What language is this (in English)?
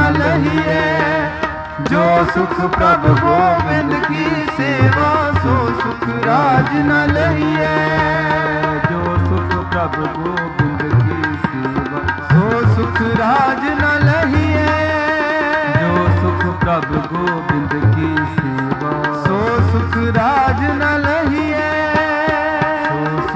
Punjabi